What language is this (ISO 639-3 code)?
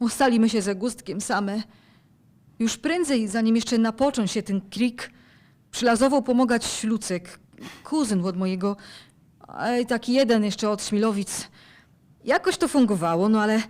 szl